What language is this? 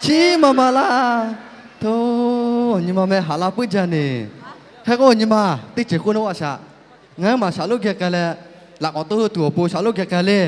Lahu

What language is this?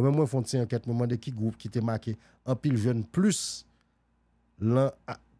Haitian Creole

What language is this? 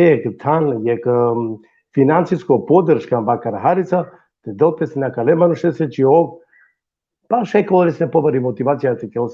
Balkan Romani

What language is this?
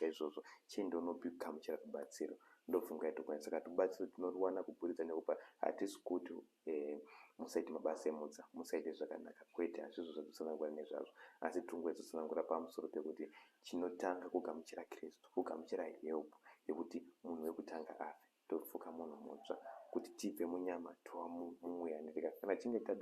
Shona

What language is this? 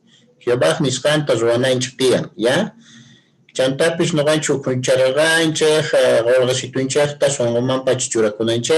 Quechua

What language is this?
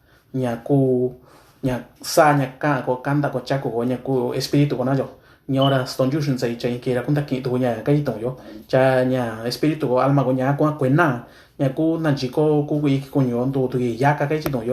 Mixtepec Mixtec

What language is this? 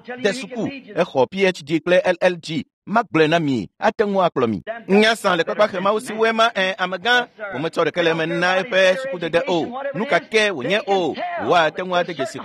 Ewe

